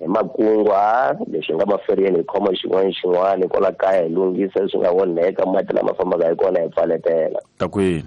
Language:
Tsonga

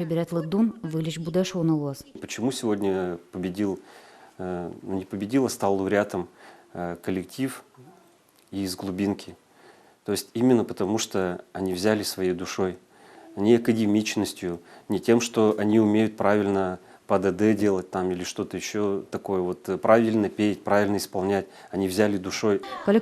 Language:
Udmurt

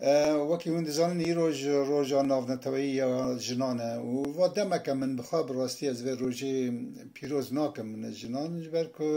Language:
Kurdish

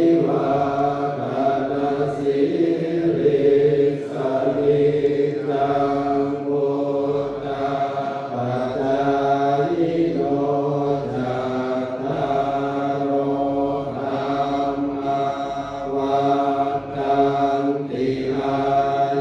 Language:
Pali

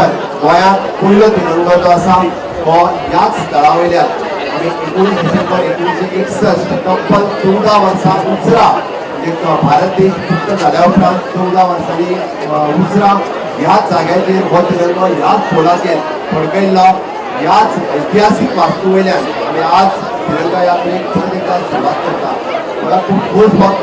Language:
Konkani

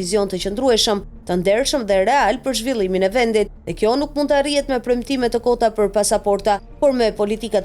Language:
Albanian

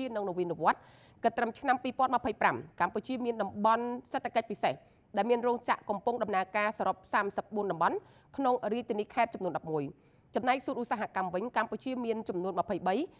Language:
Khmer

